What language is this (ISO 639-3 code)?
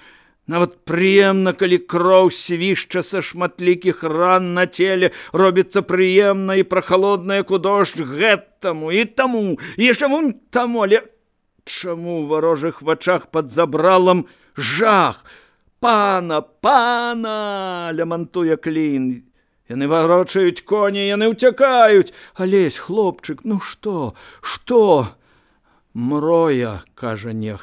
bel